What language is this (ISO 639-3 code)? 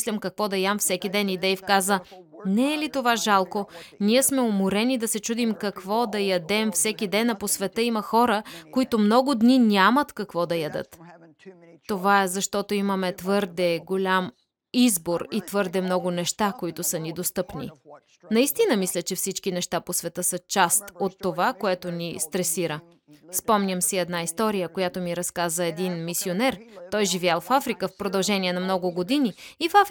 bul